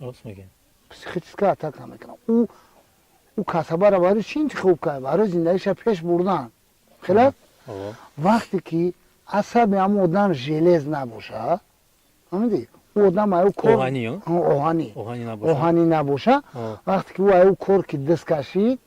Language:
Tajik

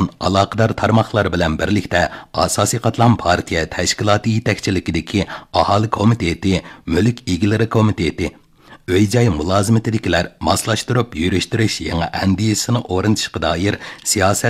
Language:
Uyghur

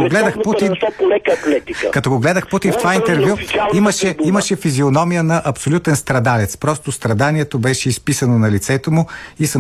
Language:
Bulgarian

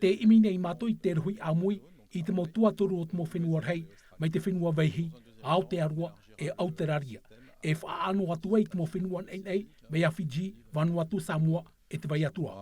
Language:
Tahitian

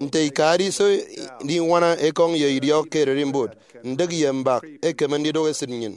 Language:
Efik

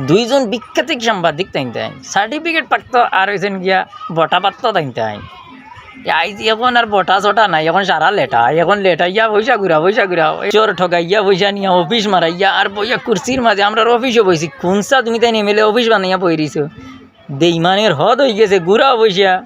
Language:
Sylheti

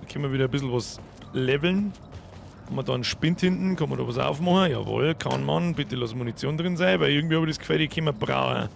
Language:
Bavarian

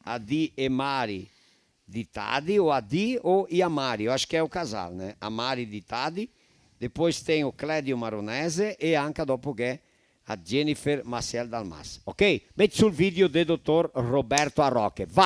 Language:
Venetian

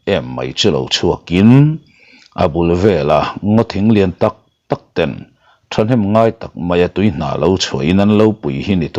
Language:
Mizo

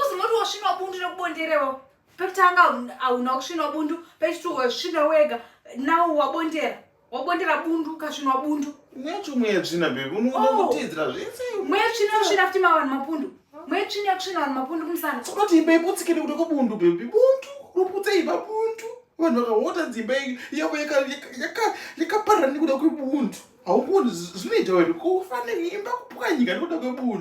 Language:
Shona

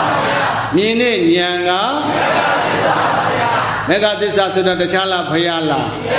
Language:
Burmese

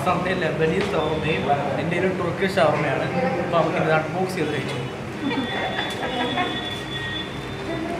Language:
Malayalam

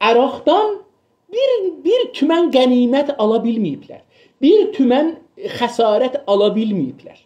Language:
South Azerbaijani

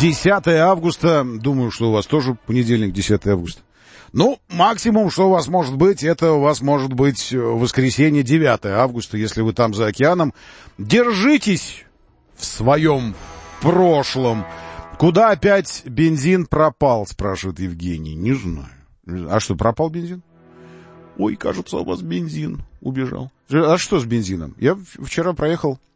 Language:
Russian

